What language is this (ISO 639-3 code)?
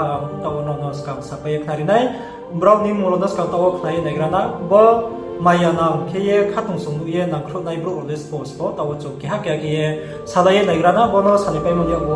ria